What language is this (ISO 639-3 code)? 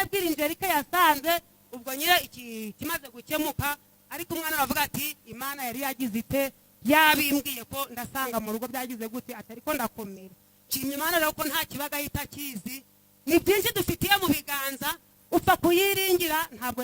kin